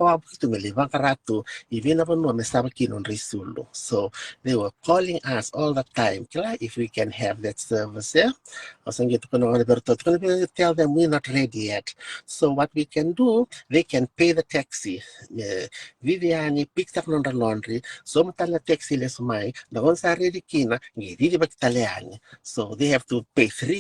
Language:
Fijian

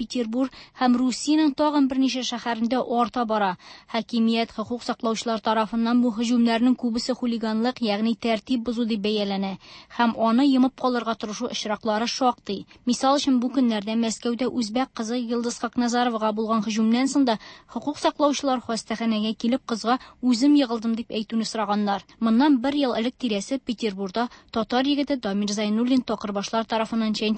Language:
Tatar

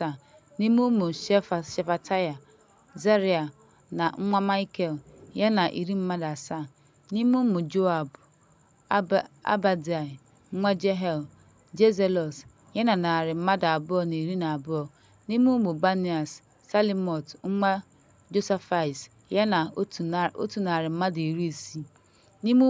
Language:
Igbo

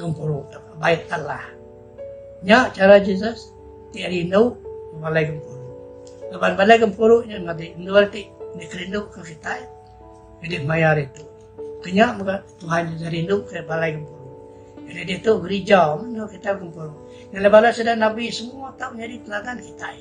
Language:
Iban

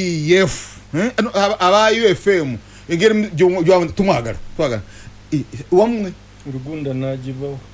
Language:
Ganda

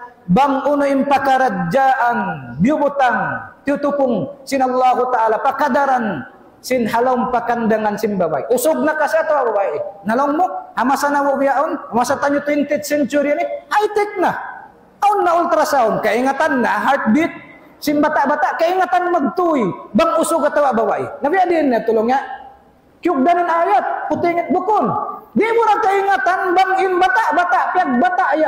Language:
Tausug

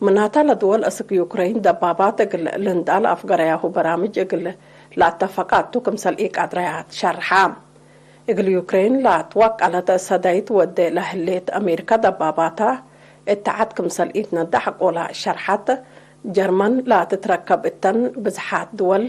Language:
Tigre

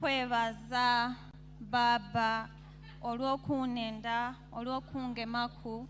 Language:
Ganda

